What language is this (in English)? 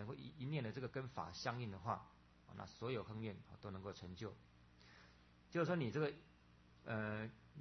Chinese